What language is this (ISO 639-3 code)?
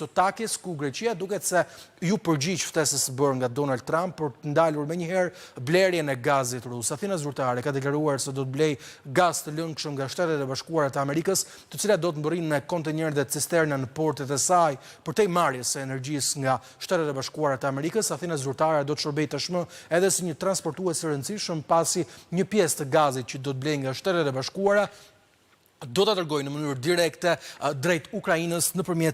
sqi